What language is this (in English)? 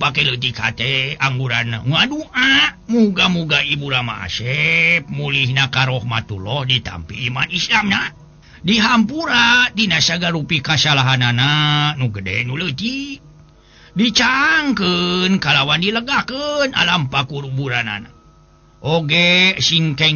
Sundanese